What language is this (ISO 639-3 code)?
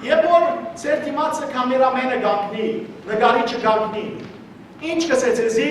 hyw